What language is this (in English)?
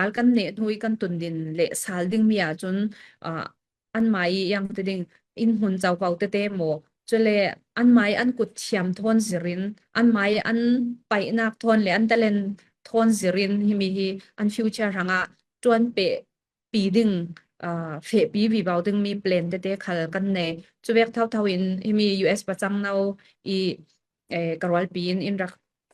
Falam Chin